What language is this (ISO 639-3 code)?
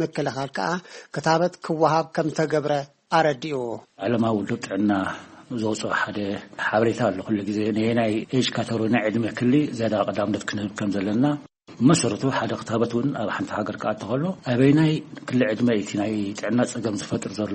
tir